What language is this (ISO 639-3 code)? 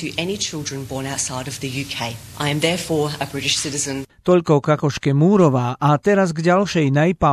slk